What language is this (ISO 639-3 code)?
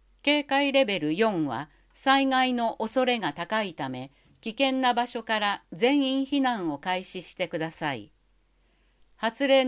jpn